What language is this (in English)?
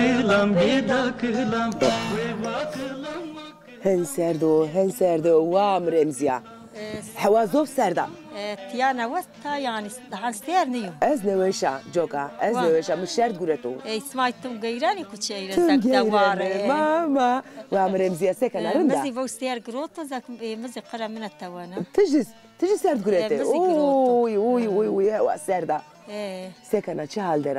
Zaza